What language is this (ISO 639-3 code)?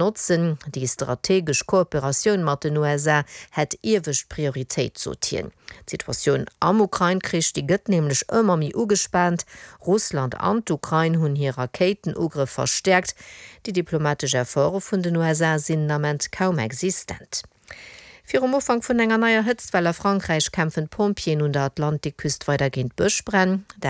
ltz